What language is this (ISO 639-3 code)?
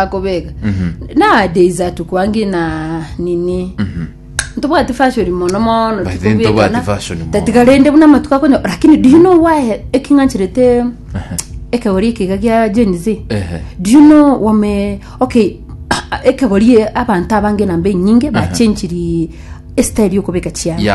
guz